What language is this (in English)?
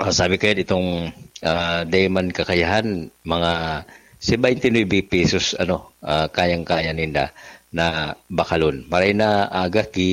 Bikol